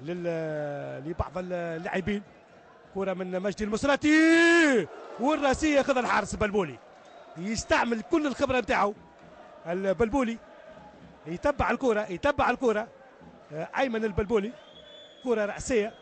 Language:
Tunisian Arabic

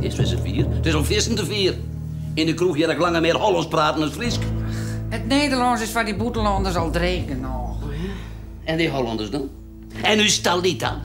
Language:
Western Frisian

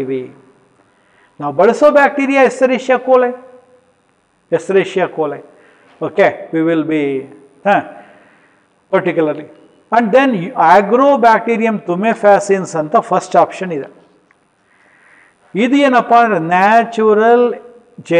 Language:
Kannada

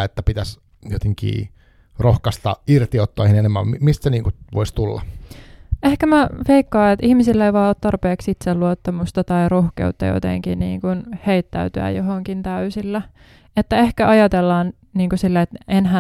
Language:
Finnish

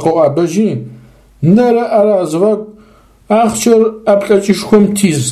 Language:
Adyghe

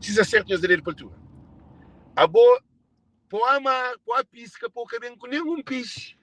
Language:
Kabuverdianu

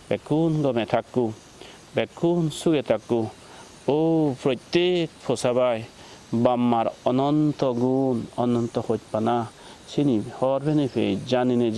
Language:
Chakma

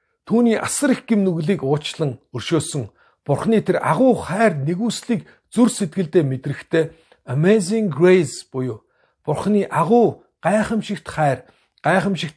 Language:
Mongolian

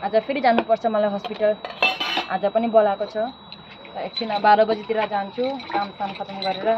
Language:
Nepali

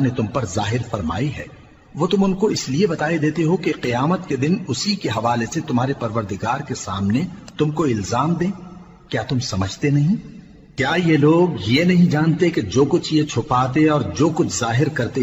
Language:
Urdu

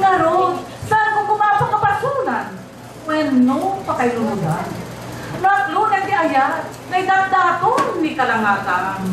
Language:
Iloko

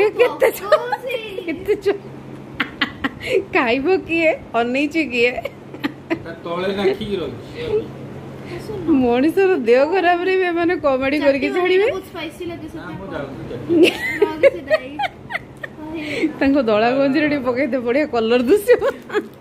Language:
Odia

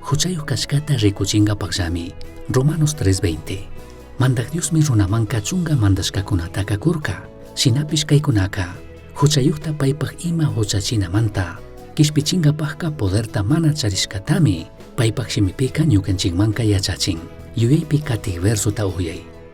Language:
Chimborazo Highland Quichua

